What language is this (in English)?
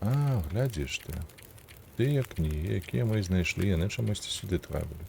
Belarusian